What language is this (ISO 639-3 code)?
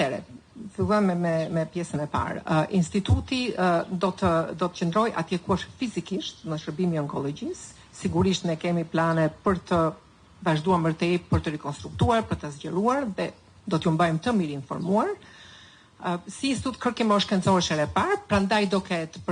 sqi